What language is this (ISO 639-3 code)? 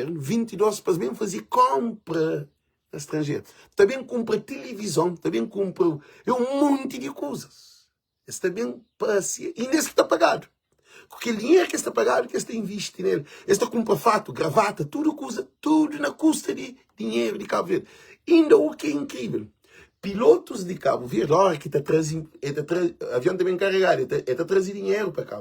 kea